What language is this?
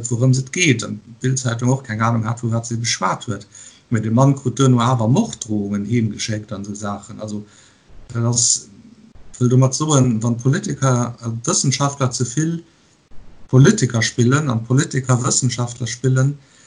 Luxembourgish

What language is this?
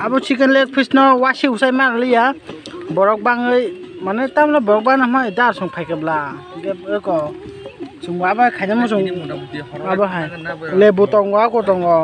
Kok Borok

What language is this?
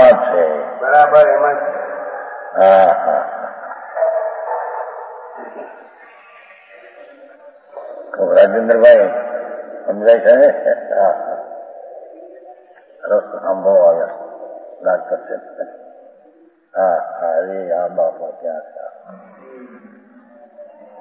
Gujarati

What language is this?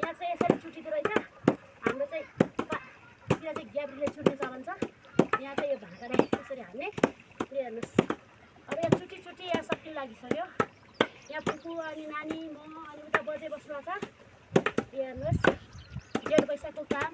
Nepali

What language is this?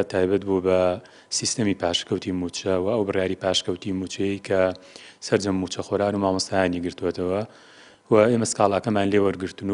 Central Kurdish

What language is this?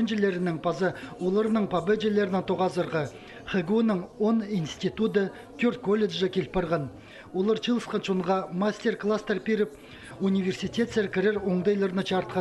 Khakas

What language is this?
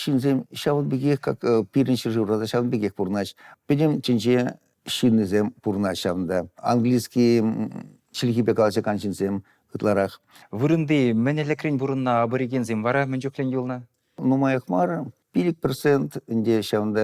Chuvash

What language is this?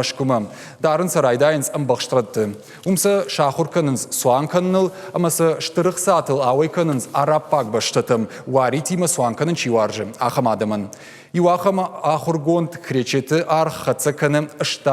Ossetic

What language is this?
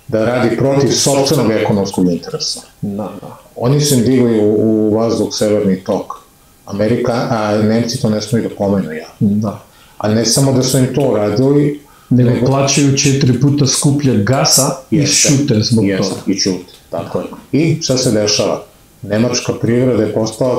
Serbian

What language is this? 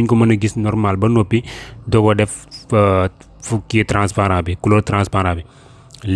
Wolof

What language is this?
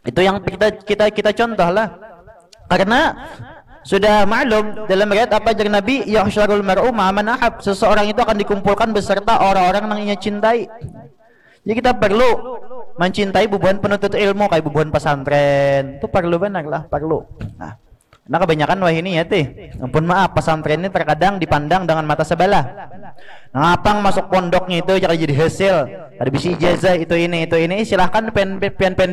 Banjar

